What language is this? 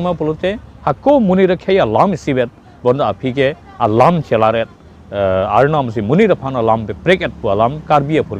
Karbi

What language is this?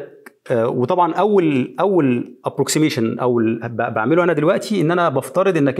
Egyptian Arabic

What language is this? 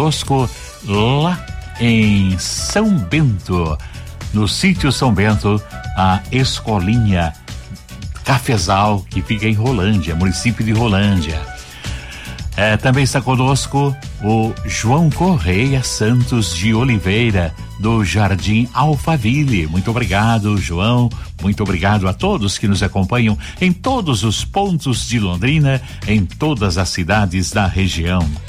Portuguese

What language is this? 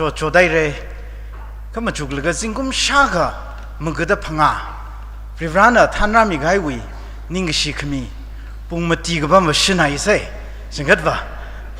Tangkhul Naga (India)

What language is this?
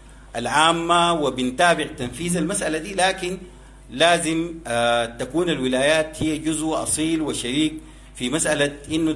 Sudanese Arabic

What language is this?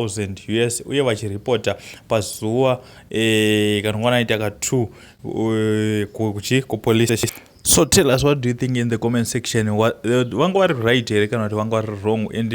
Shona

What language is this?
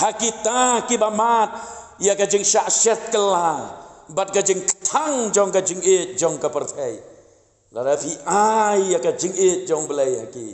Khasi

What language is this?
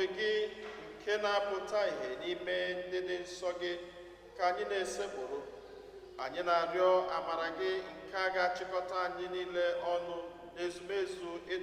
Igbo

